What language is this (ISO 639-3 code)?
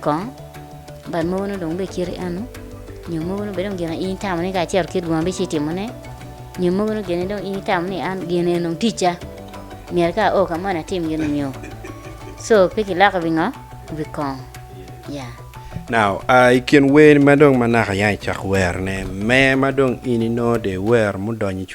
ach